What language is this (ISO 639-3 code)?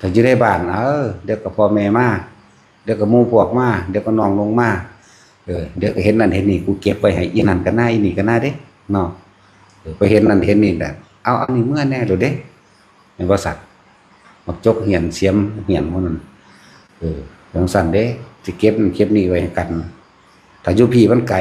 tts